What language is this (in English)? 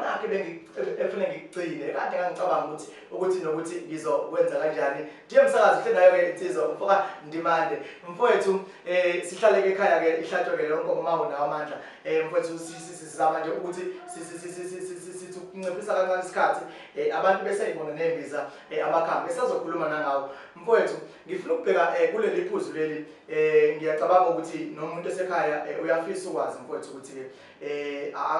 Zulu